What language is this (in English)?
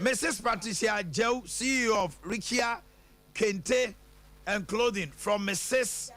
Akan